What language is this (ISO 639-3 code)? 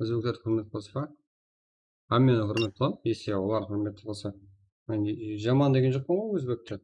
kaa